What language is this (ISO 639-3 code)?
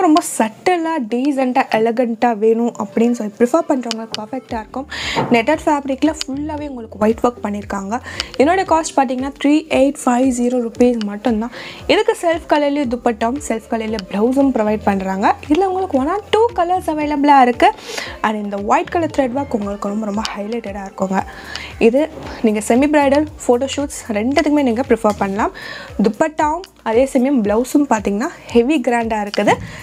tam